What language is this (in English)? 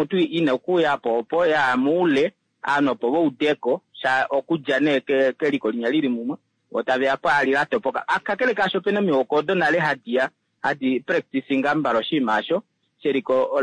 Kuanyama